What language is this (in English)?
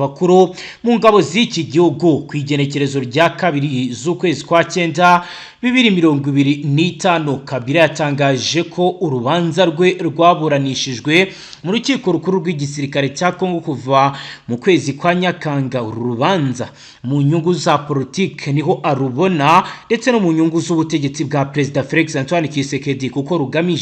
Kinyarwanda